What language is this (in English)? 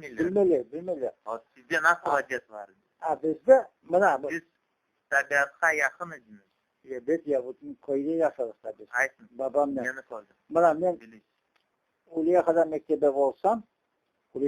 Crimean Tatar